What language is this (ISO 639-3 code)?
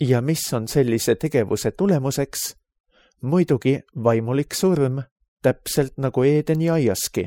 est